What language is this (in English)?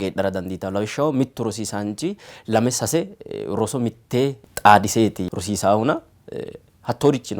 Sidamo